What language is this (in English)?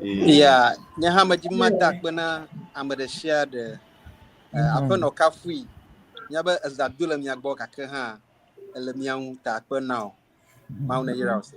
Ewe